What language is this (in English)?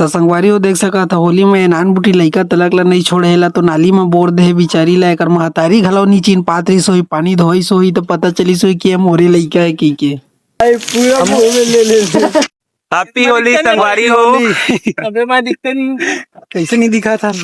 Chhattisgarhi